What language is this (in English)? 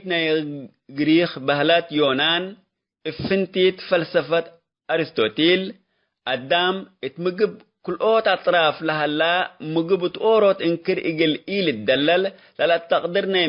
Tigre